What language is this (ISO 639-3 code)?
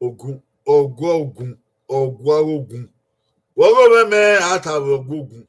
bin